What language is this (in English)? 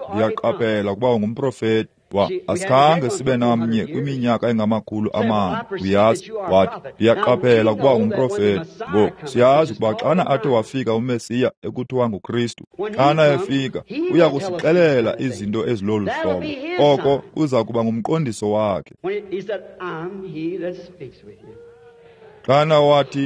Xhosa